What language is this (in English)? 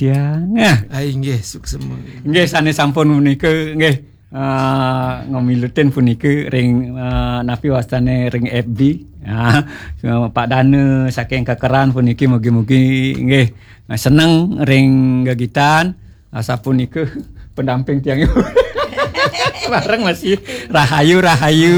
Balinese